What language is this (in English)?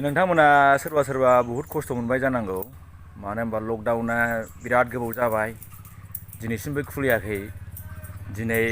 Bodo